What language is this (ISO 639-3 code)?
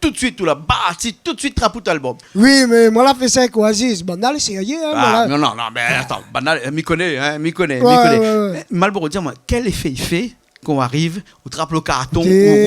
rcf